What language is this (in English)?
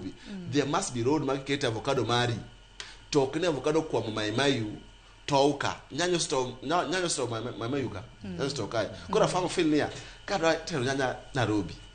Luo (Kenya and Tanzania)